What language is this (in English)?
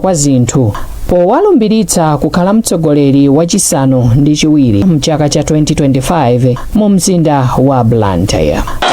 Nyanja